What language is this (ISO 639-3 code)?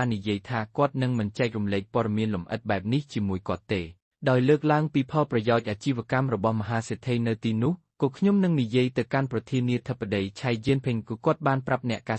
khm